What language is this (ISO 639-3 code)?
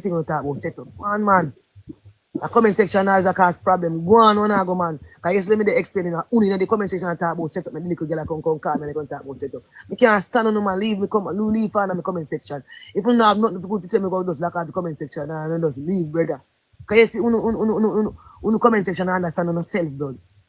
jam